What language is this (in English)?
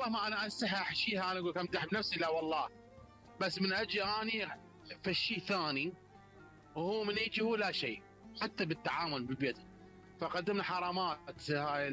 Mesopotamian Arabic